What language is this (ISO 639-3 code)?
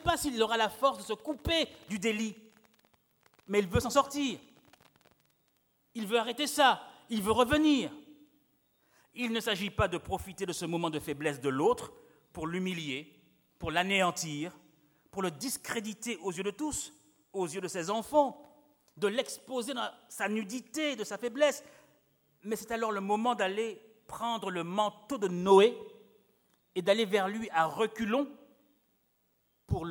fra